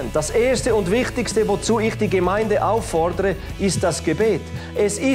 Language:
Swiss German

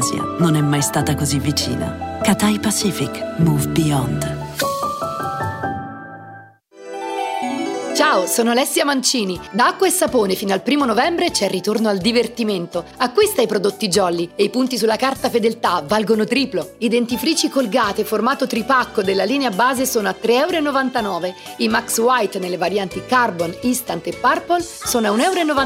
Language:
Italian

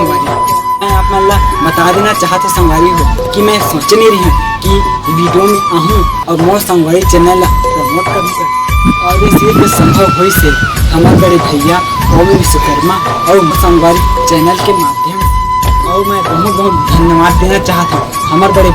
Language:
Chhattisgarhi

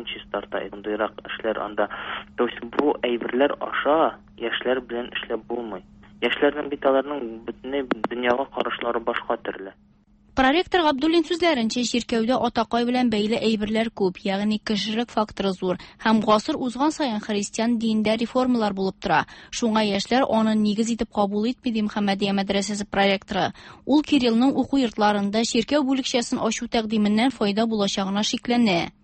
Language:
Tatar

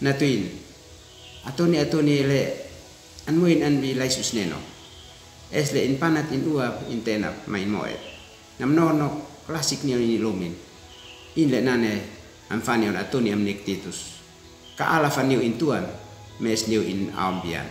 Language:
Uab Meto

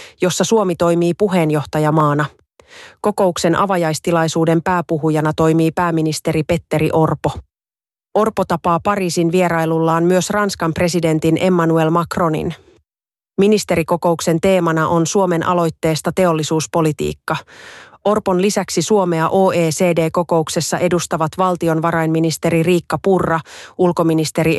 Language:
Finnish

